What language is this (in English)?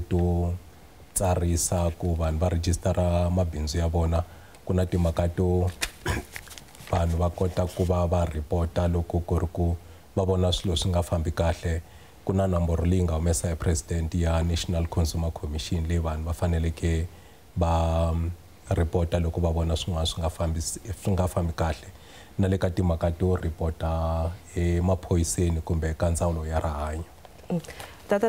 Tsonga